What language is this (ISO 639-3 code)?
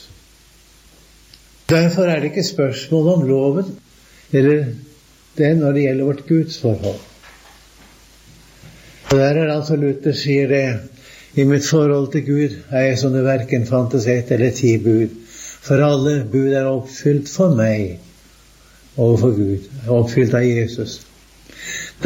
nor